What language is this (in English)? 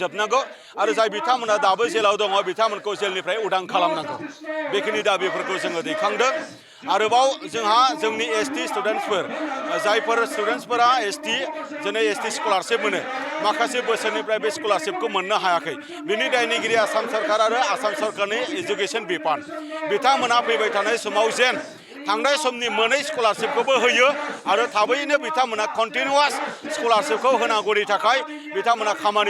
Bodo